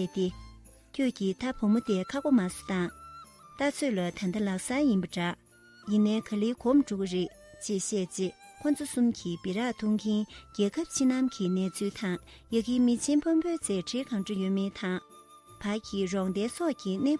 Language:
Tibetan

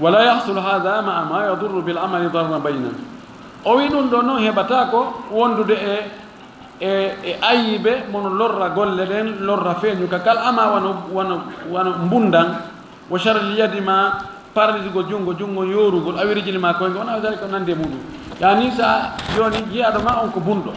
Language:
Fula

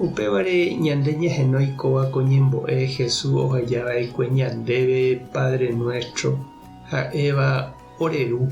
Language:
Guarani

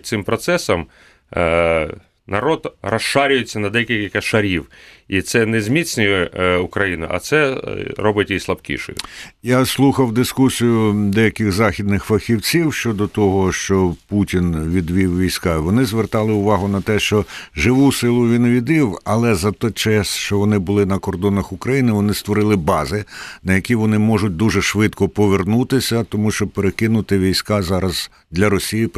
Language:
Ukrainian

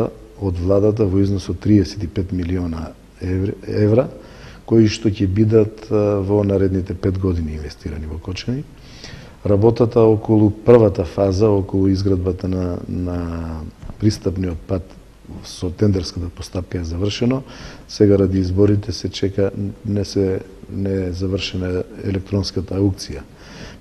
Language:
Macedonian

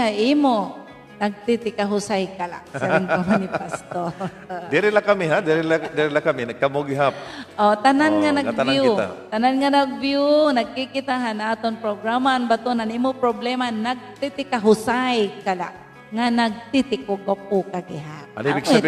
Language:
Waray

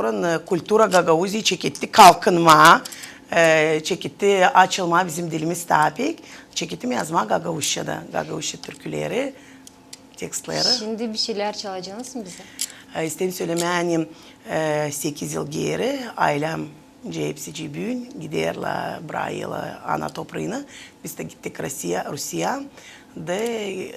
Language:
Gagauz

